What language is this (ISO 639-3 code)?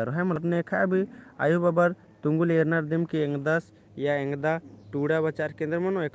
kru